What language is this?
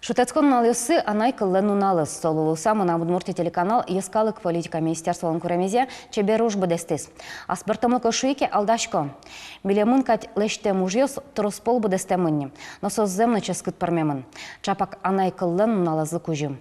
Udmurt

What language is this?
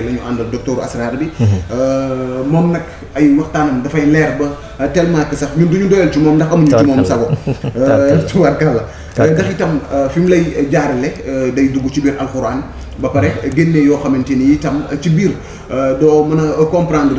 Wolof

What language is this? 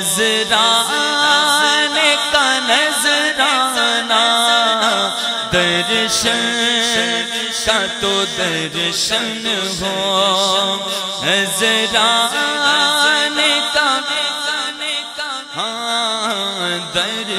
Urdu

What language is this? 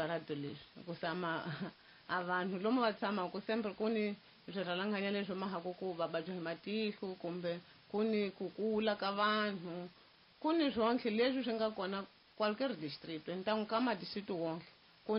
Tsonga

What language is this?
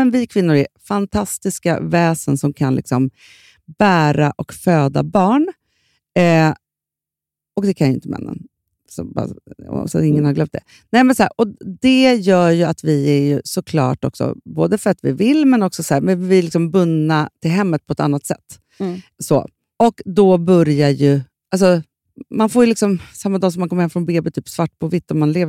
Swedish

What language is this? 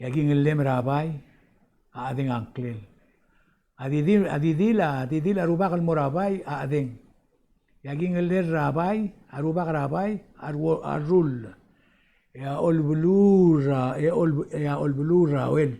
Palauan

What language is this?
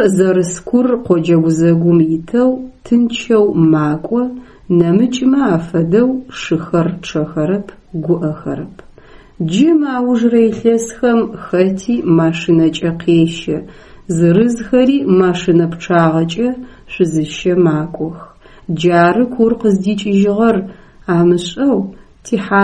Adyghe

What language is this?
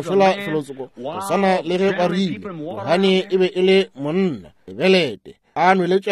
Northern Sotho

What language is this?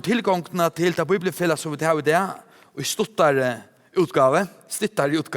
Faroese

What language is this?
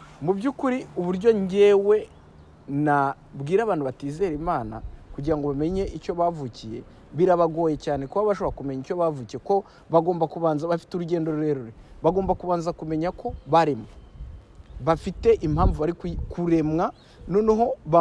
Kinyarwanda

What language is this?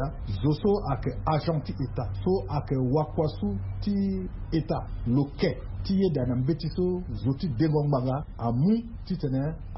Sango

